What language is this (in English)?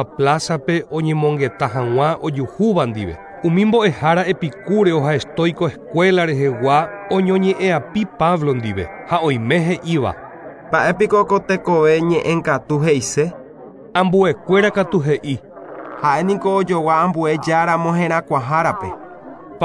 Guarani